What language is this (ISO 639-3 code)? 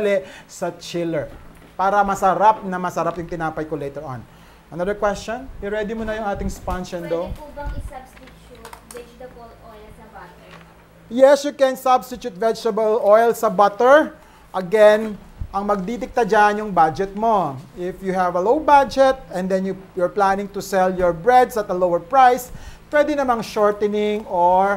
fil